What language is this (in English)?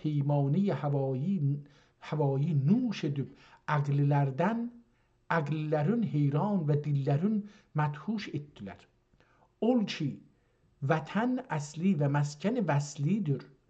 South Azerbaijani